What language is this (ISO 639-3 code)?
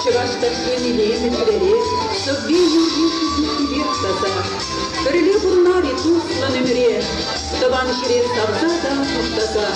chv